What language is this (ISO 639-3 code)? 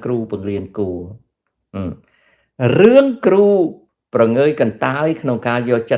khm